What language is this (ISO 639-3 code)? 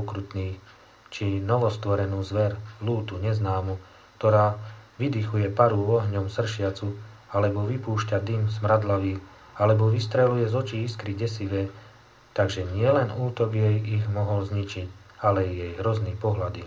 slk